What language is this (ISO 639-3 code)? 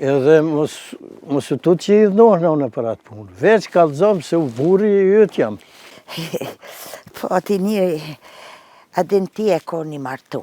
sqi